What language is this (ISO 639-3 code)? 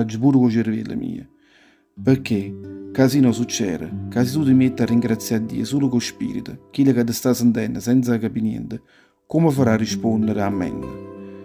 nap